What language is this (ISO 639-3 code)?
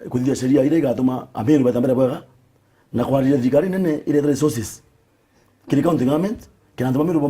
mer